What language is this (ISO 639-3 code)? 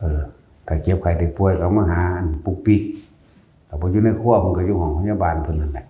tts